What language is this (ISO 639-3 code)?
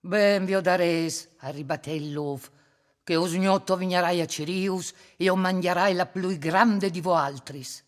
fur